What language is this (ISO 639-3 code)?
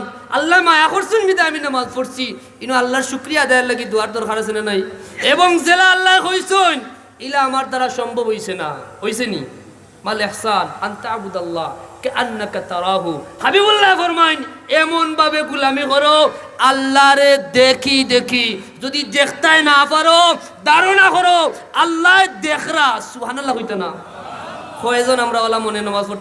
syl